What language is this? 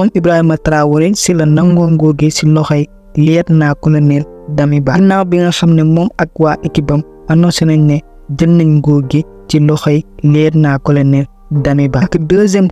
Wolof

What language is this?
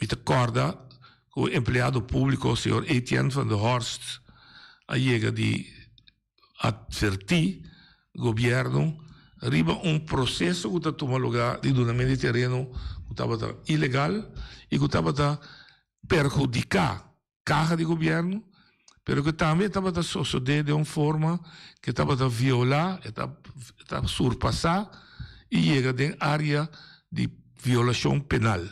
Papiamento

